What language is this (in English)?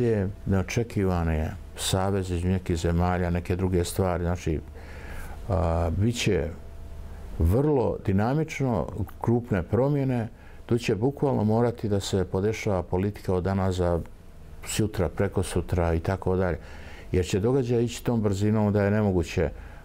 Bosnian